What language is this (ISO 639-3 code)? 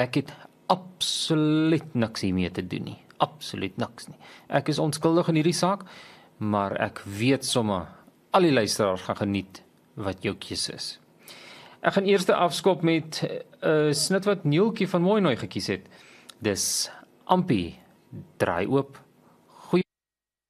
afr